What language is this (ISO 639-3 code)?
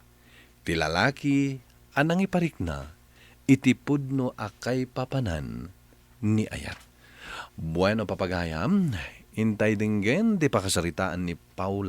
ilo